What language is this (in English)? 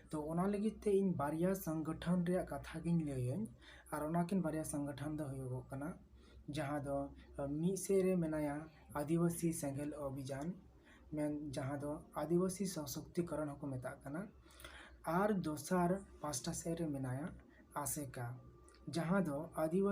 Santali